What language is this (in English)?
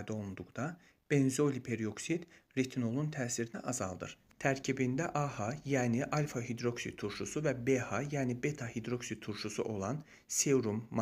Azerbaijani